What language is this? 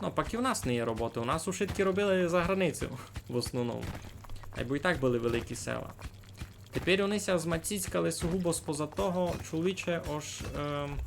Rusyn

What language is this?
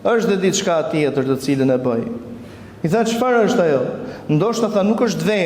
Albanian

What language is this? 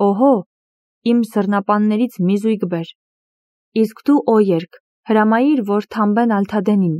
Armenian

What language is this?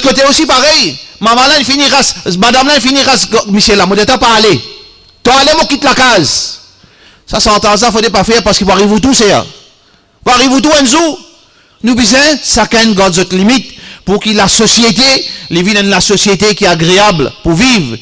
Morisyen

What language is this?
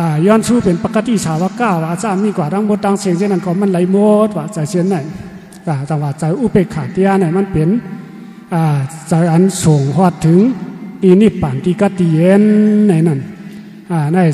Shan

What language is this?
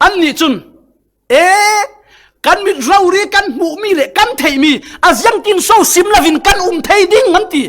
Falam Chin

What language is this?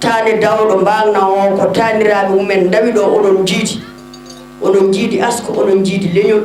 Fula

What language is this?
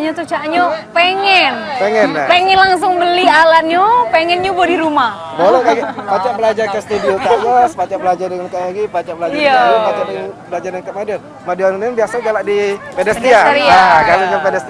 Musi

